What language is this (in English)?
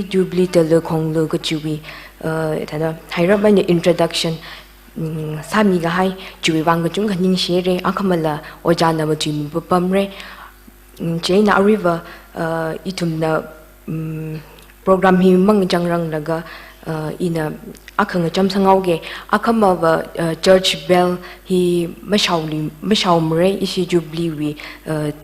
Tangkhul Naga (India)